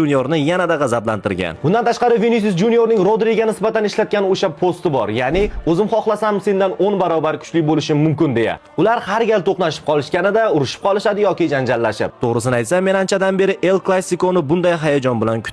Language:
Uzbek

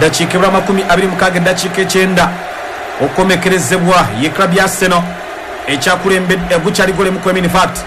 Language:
Ganda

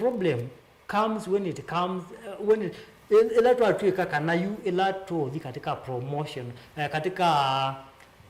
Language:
Kamba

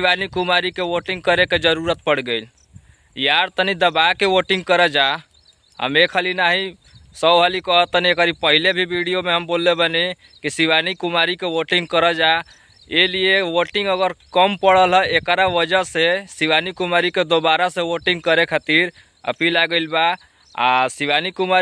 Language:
Bhojpuri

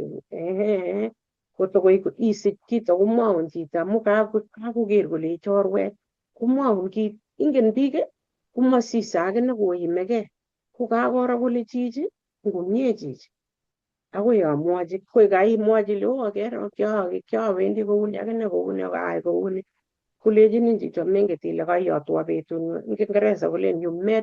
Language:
Kalenjin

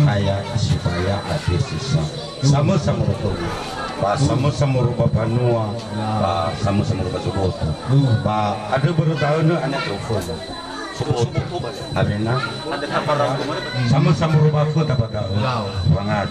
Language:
Nias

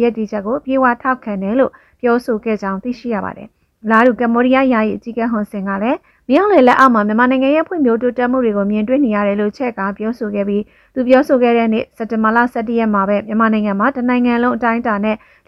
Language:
Burmese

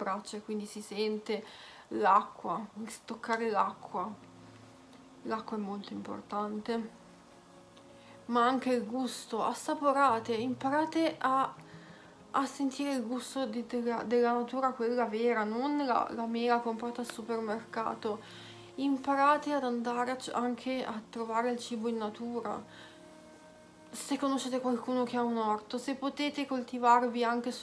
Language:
Italian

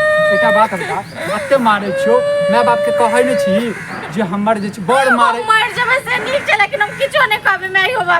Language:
Maithili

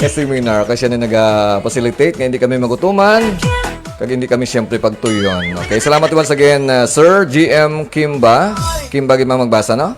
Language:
Hiligaynon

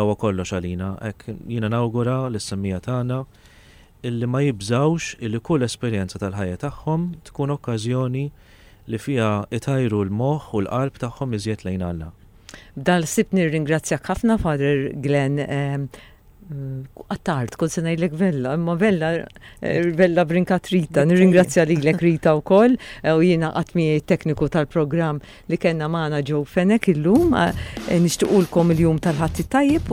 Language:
Maltese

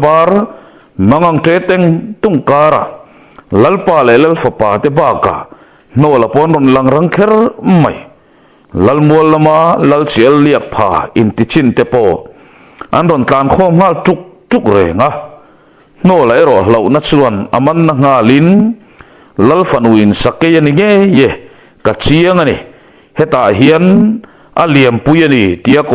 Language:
Mizo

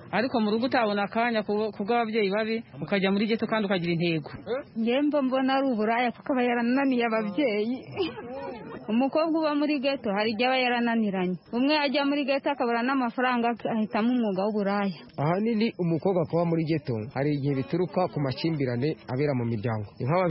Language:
Kinyarwanda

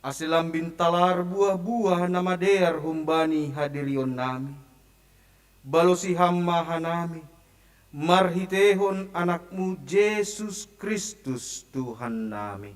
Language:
Batak Simalungun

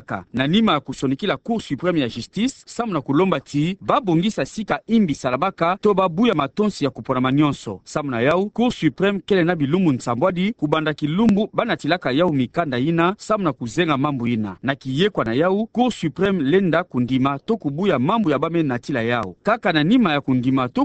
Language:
Kituba (Democratic Republic of Congo)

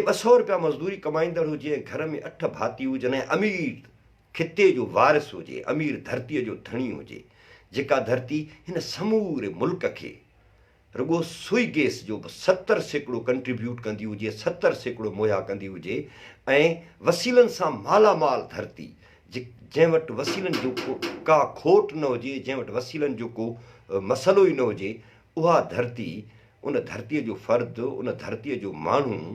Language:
Sindhi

